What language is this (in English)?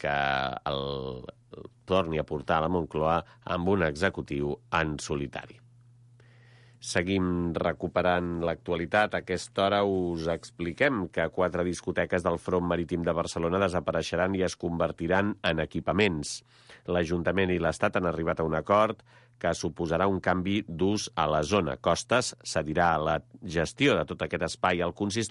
Catalan